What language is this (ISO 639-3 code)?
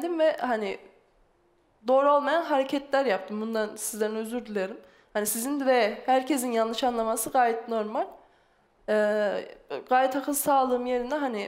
tur